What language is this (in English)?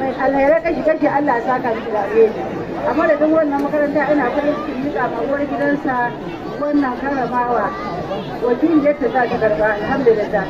Hausa